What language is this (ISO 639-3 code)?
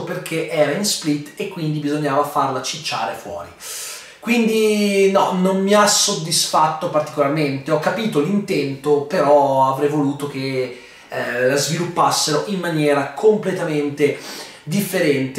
ita